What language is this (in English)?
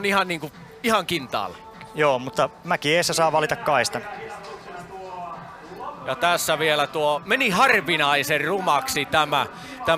Finnish